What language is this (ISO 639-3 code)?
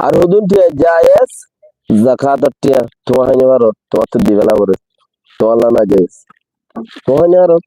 rhg